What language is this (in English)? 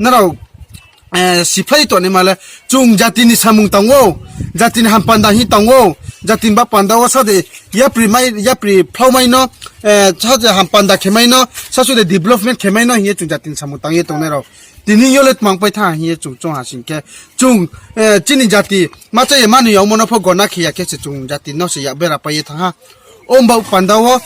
Riang (India)